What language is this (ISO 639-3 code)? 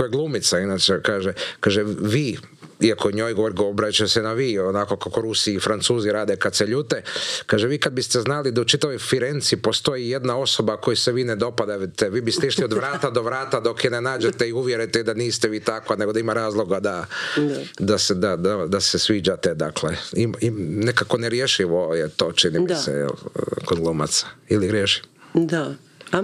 hrv